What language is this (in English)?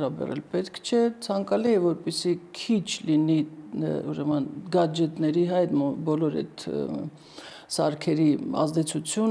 Armenian